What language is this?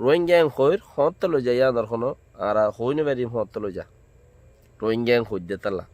Rohingya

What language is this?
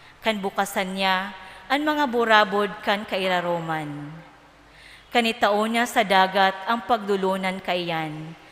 Bikol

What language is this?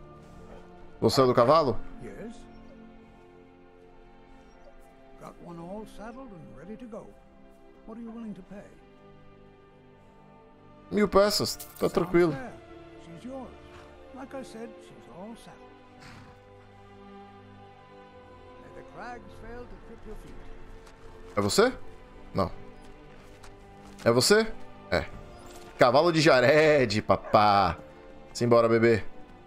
Portuguese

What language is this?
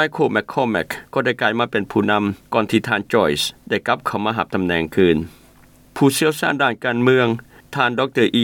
Lao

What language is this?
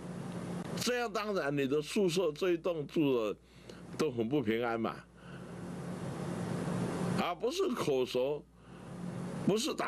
Chinese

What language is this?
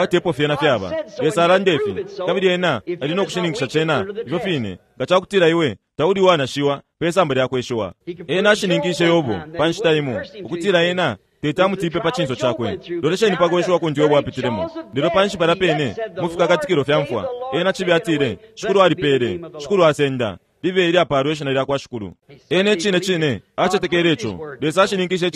Bemba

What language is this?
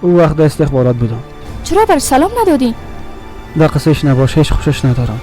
Persian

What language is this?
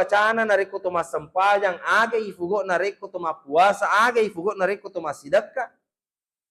Buginese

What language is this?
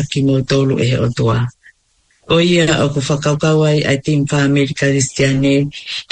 Tongan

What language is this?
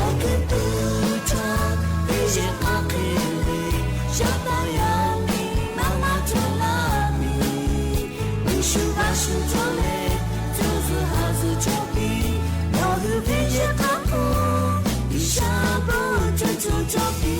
Lahu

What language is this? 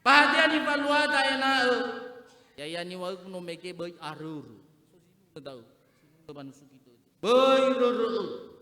Nias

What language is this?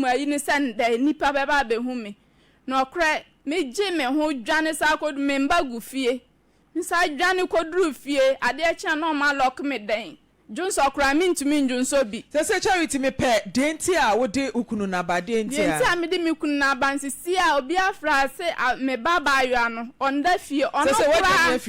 Akan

